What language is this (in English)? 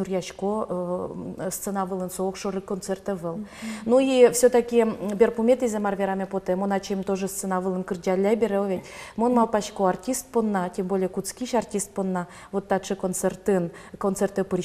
Udmurt